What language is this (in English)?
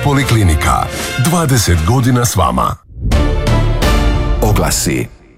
Croatian